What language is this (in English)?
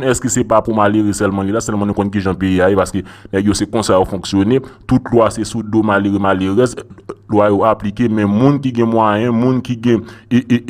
Haitian Creole